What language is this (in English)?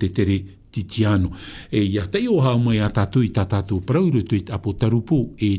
Tahitian